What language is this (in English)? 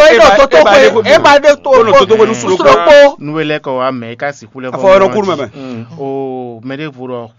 Fon